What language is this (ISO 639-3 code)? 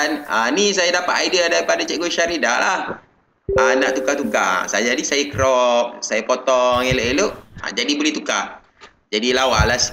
msa